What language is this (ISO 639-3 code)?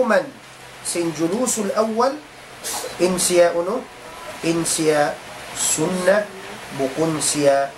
tsg